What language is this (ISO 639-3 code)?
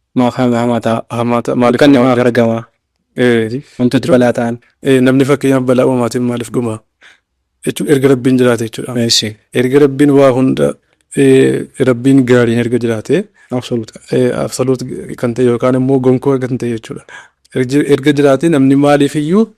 orm